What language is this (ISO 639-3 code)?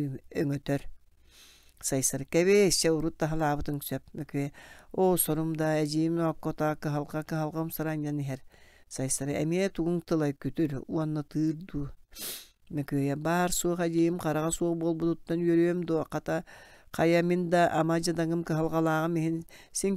sah